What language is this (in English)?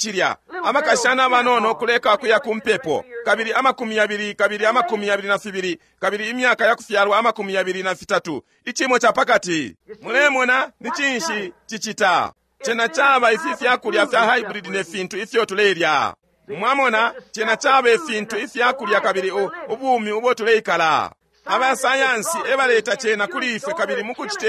Bemba